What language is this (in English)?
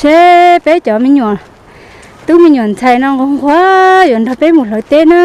Hmong